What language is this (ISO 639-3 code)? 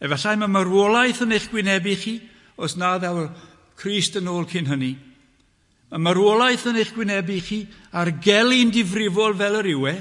cym